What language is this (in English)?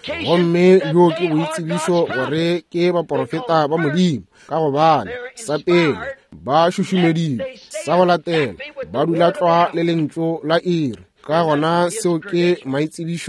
Northern Sotho